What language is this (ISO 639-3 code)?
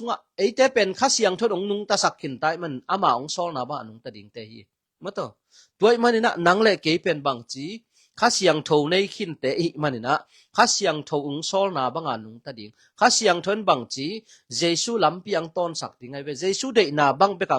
ctd